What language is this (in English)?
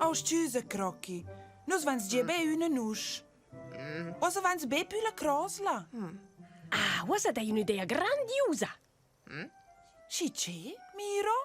Romansh